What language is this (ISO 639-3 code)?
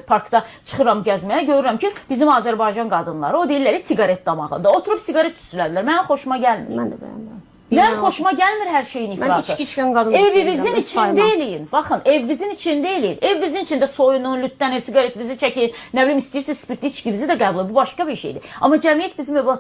aze